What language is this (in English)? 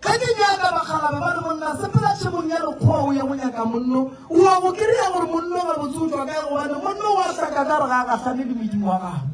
Northern Sotho